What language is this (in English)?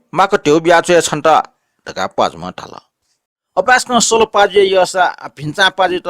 Newari